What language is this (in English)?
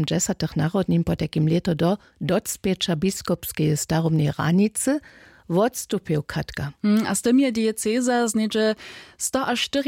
Upper Sorbian